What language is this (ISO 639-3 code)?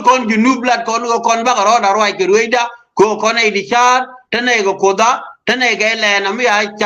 nus